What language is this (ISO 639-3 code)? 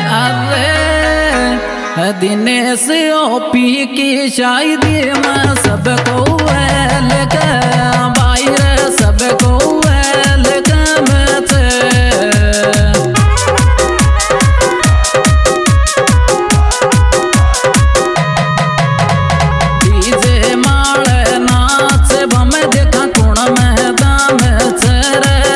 raj